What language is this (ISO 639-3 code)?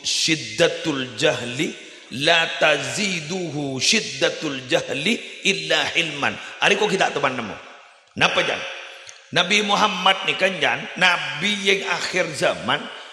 mad